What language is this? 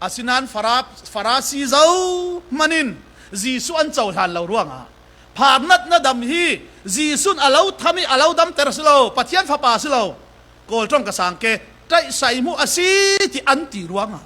Falam Chin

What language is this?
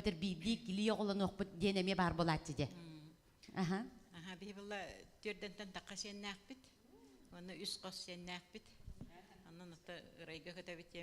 Yakut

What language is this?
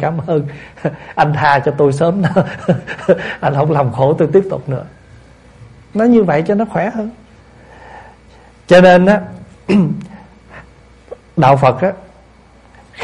Vietnamese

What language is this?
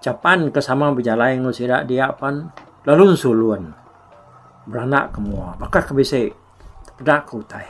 Iban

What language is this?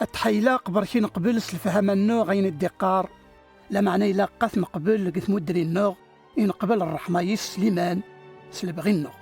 Kabyle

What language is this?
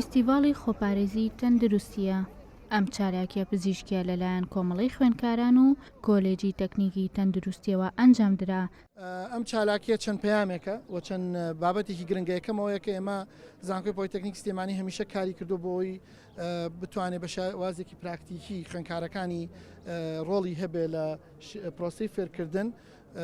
Central Kurdish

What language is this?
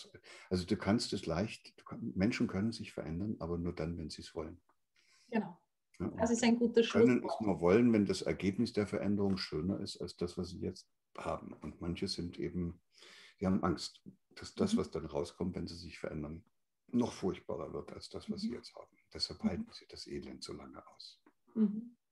German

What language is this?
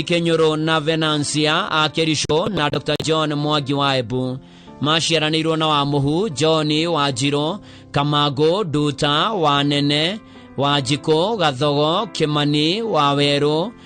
Kikuyu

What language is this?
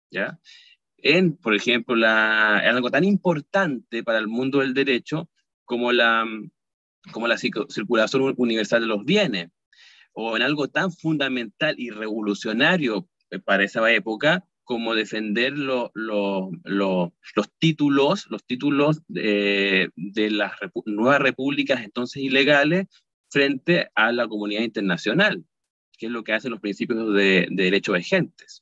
Spanish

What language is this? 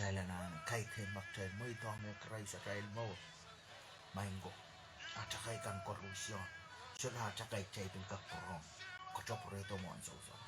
Pohnpeian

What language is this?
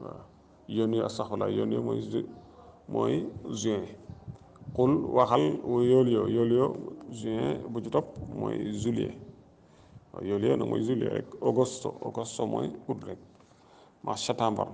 Wolof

